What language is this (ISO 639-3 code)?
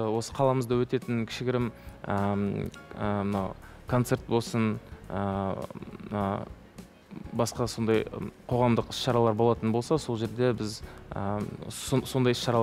kaz